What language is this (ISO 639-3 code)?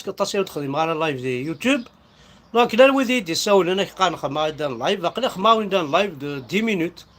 kab